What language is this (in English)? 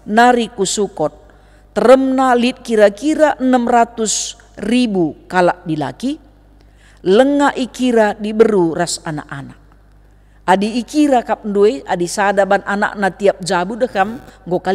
Batak Karo